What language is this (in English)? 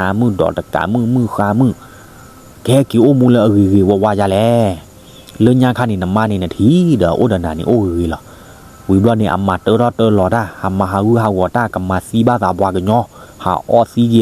S'gaw Karen